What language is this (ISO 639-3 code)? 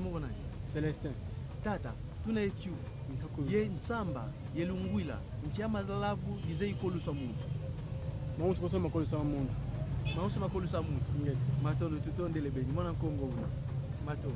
kon